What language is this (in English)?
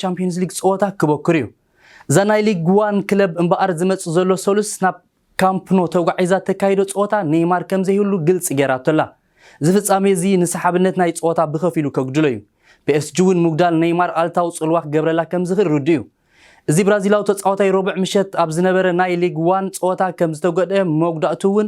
Tigrinya